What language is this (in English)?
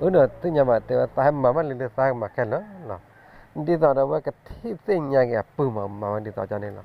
S'gaw Karen